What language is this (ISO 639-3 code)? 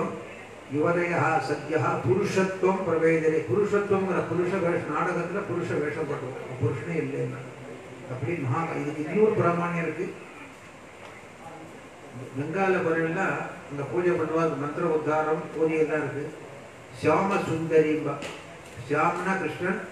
tam